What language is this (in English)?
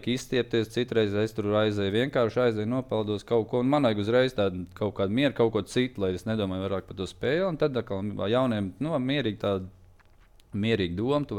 Latvian